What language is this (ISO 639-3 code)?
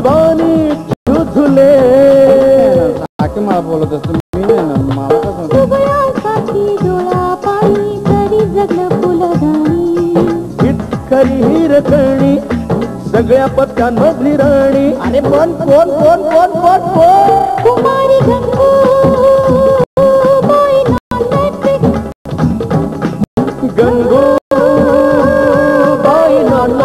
mar